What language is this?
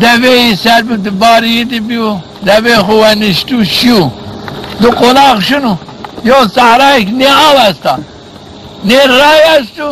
Zaza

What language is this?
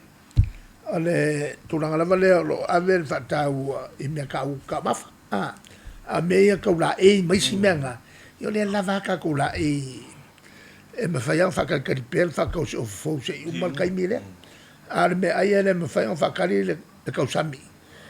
Samoan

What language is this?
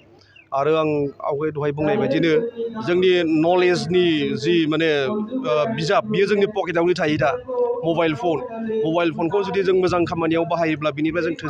Bodo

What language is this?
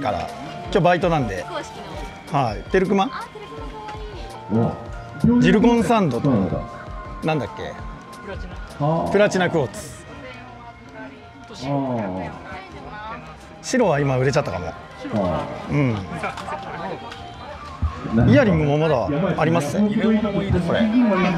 Japanese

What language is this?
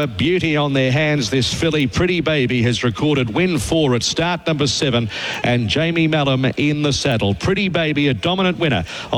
English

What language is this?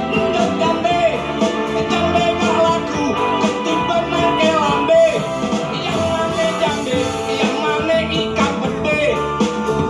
Betawi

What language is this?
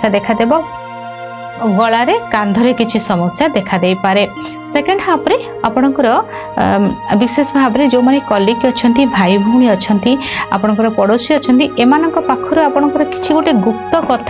Odia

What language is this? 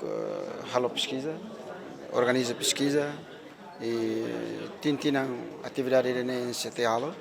Tetum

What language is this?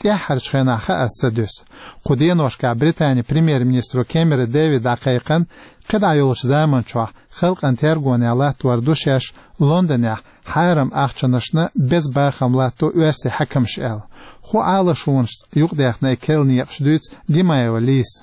Chechen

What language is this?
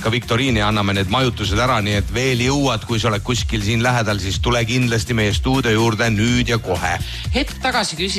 Estonian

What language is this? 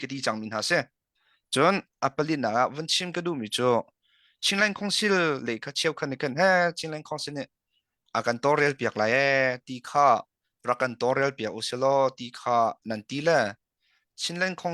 Hakha Chin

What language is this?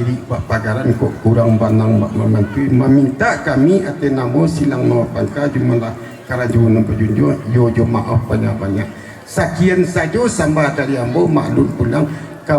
Minangkabau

